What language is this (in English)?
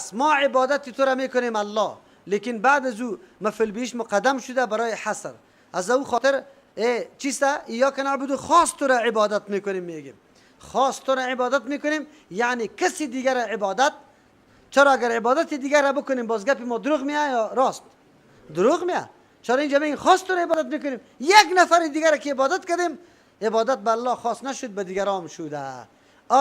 Persian